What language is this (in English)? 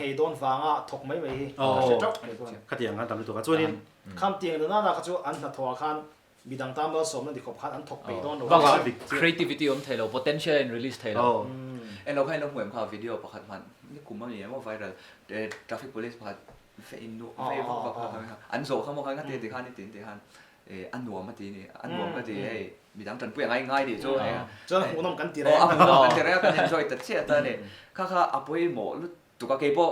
Mizo